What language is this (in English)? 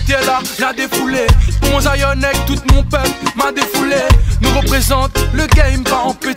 Réunion Creole French